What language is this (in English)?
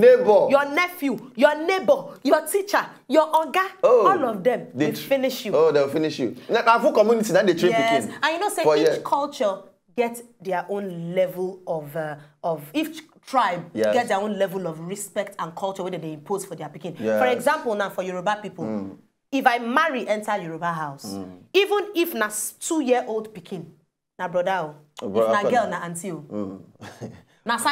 Nigerian Pidgin